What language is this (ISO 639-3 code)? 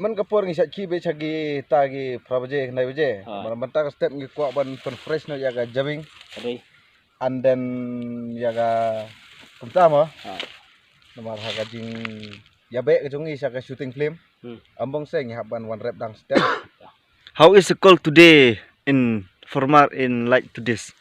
kha